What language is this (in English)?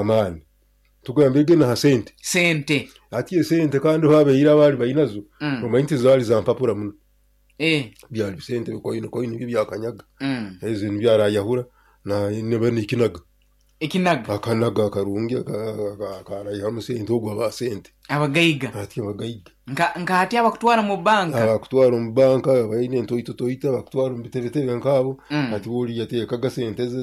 Nyoro